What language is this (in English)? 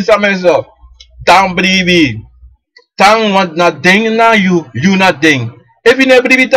Sranan Tongo